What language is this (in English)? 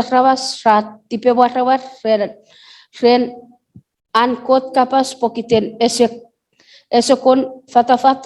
Chuukese